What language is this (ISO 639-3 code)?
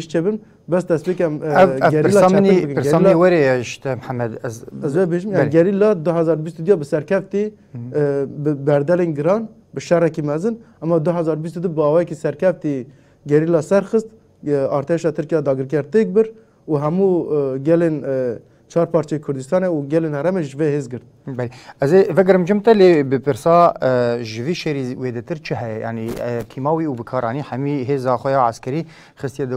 kur